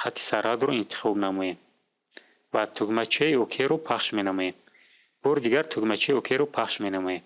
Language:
Tajik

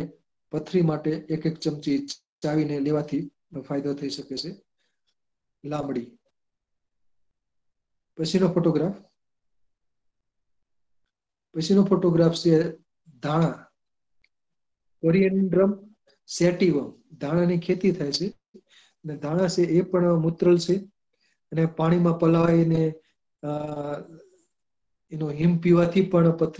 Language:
Gujarati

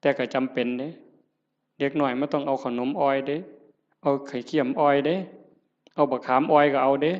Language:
Northeastern Thai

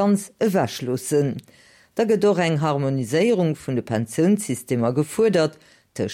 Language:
Luxembourgish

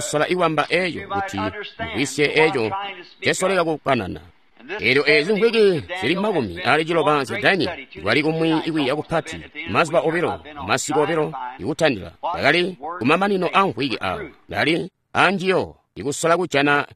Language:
Tonga (Zambia)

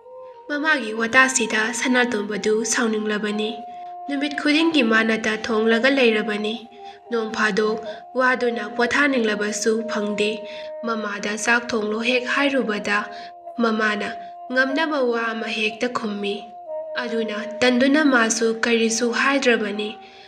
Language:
Manipuri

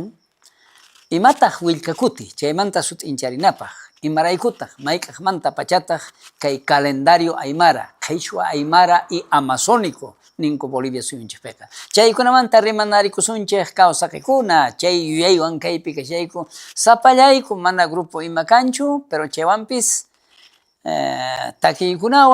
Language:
South Bolivian Quechua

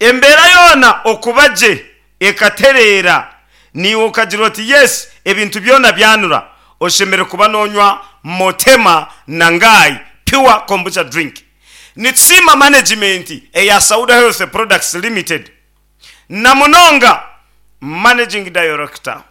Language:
Nyankole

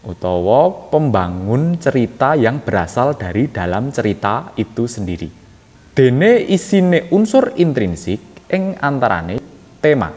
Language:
Javanese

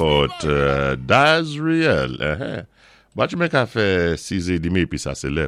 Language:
Saint Lucian Creole French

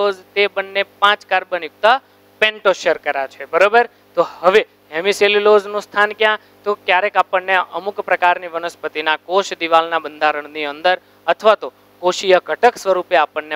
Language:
Gujarati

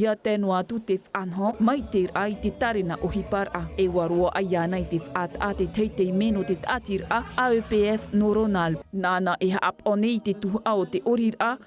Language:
Tahitian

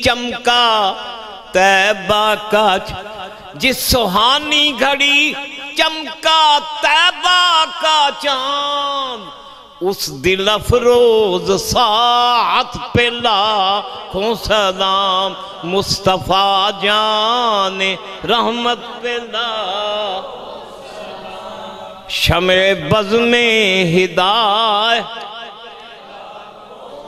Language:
Western Panjabi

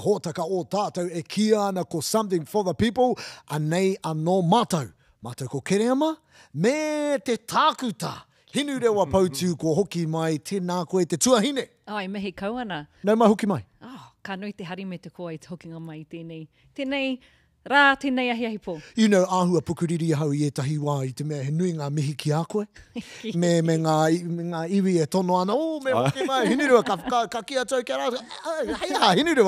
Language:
Māori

